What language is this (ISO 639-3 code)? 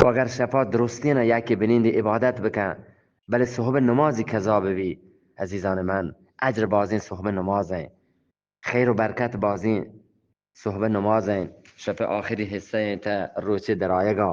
bgp